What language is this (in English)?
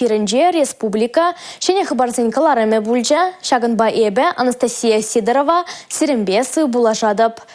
Chuvash